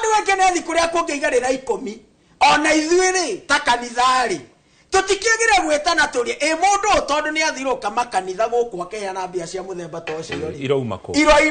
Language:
Kikuyu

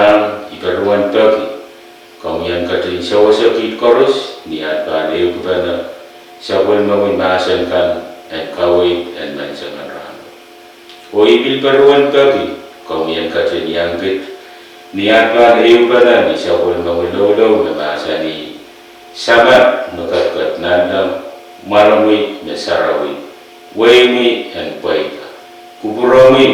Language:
Pohnpeian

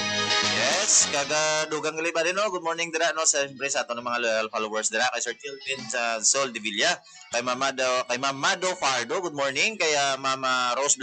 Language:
Hiligaynon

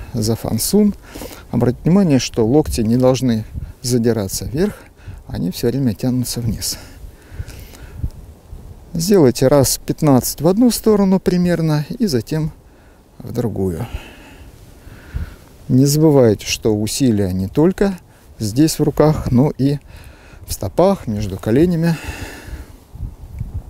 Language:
Russian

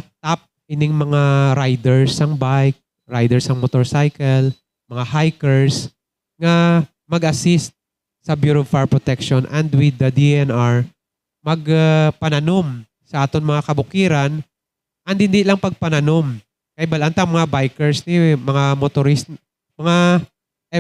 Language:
Hiligaynon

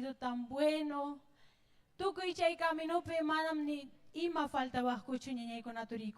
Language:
Ayacucho Quechua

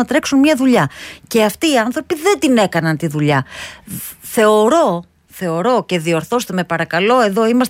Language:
Greek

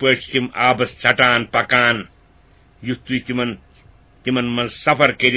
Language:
Kashmiri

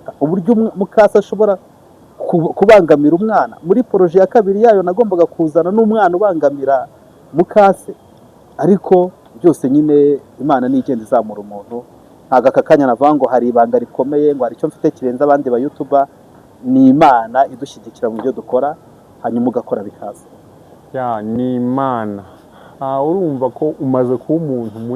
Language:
Kinyarwanda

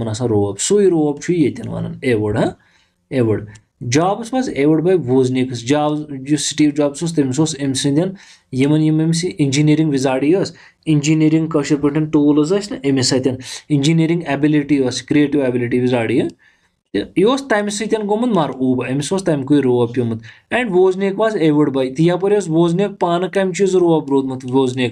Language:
Kashmiri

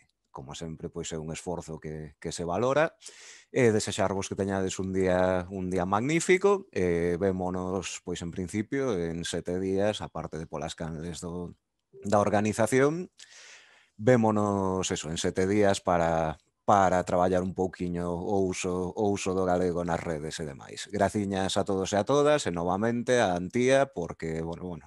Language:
Galician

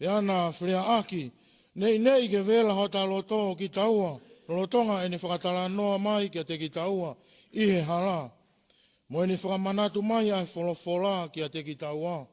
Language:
Tongan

